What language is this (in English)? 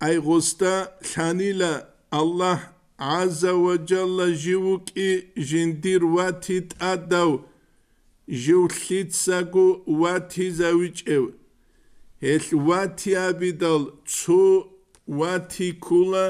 Avaric